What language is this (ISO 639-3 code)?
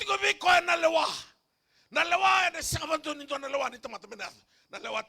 fij